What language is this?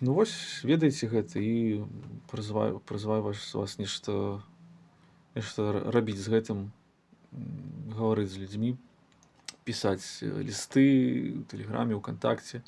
Belarusian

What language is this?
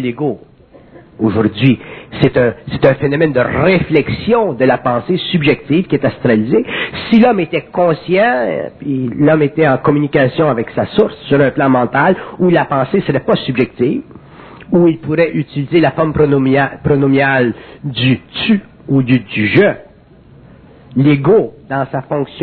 French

